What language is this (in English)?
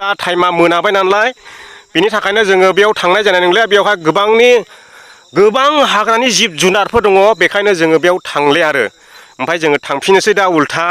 Bodo